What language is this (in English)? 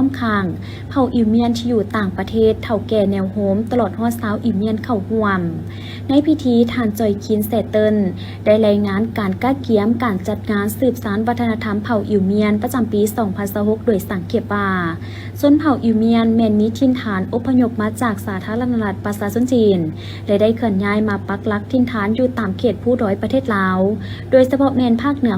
Lao